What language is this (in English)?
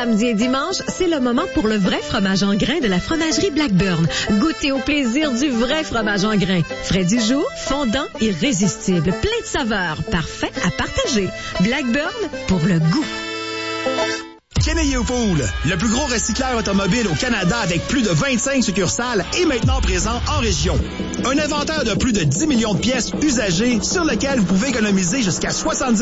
French